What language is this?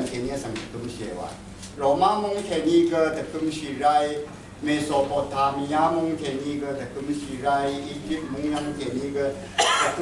Rawang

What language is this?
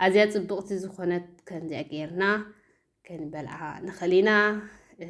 Tigrinya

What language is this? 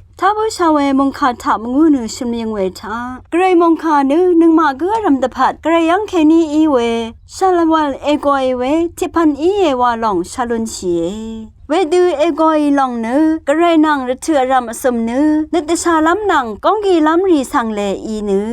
Rawang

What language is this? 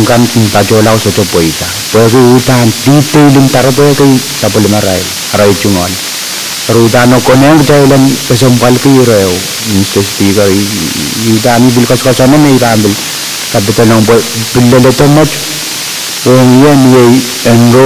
Pohnpeian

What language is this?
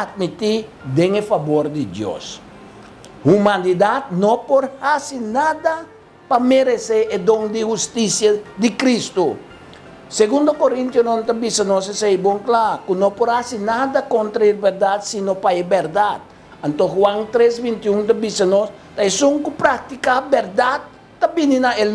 Papiamento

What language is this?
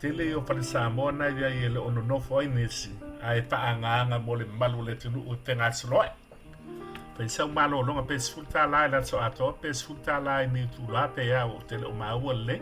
Samoan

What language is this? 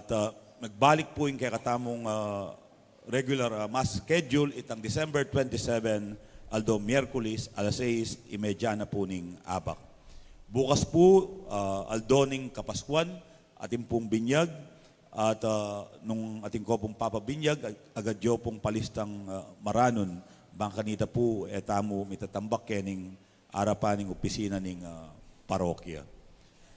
Pampanga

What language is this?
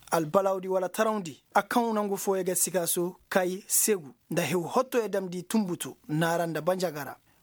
Koyraboro Senni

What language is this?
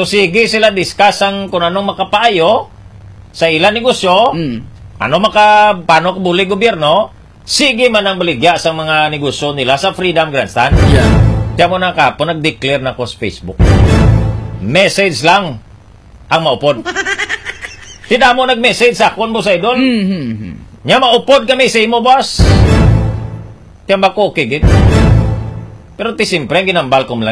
Hiligaynon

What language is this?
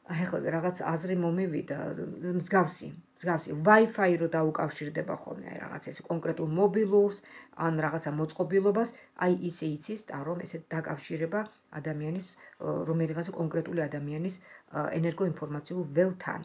Georgian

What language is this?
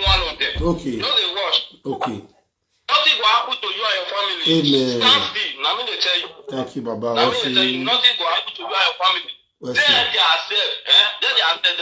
Nigerian Pidgin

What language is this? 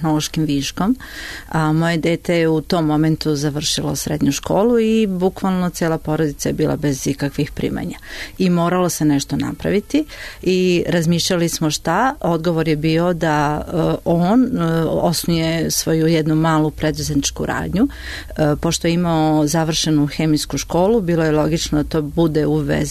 Serbian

